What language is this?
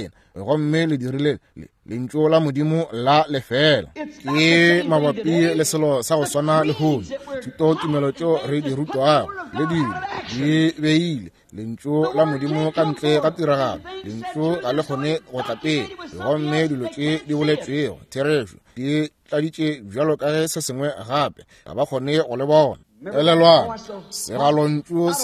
Northern Sotho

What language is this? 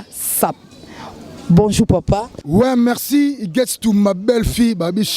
Lingala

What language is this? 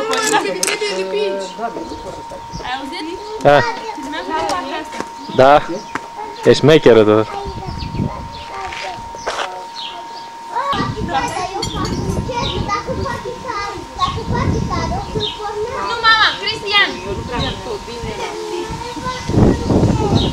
Romanian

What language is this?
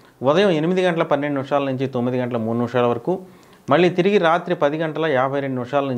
Telugu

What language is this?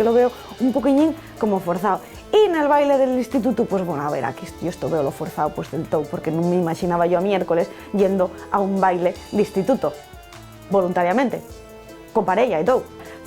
Asturian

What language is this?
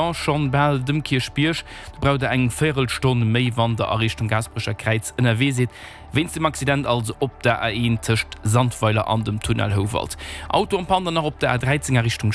Luxembourgish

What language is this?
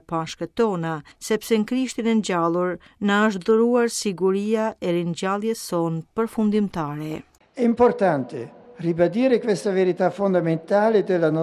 Albanian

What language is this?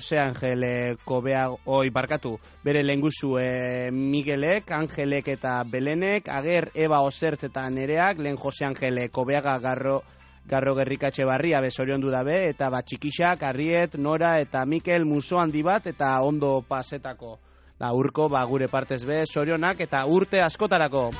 Basque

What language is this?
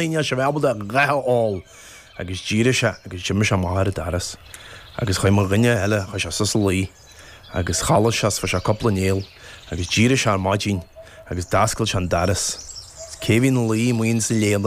Irish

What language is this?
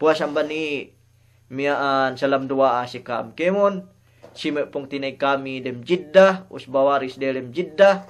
Yakan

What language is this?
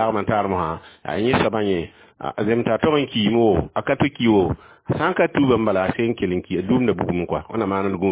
Mossi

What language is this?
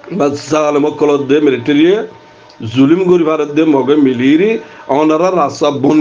Rohingya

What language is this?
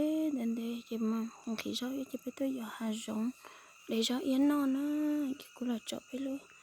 Hmong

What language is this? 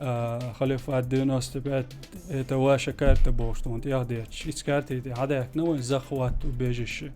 Chechen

